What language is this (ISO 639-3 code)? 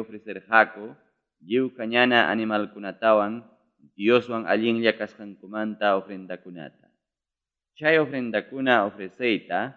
quy